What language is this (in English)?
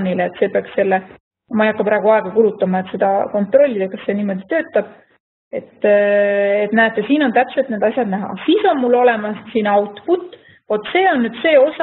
Estonian